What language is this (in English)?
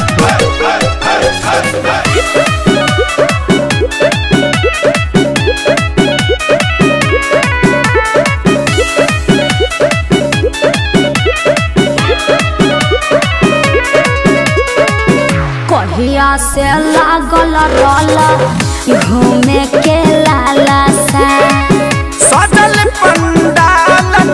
Bhojpuri